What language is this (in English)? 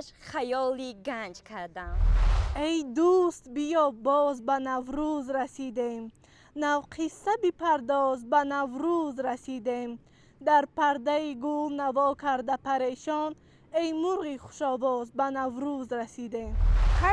Tajik